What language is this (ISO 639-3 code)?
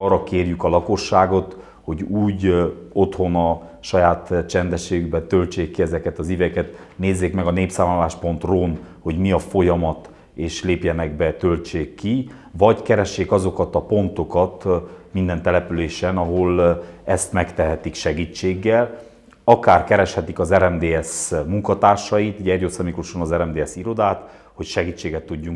hun